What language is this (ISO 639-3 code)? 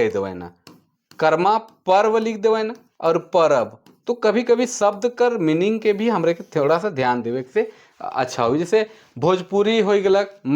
sck